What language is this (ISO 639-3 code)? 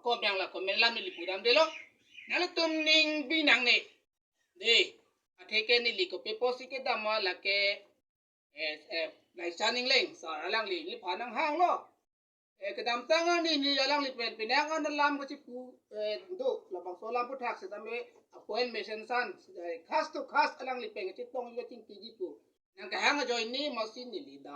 mjw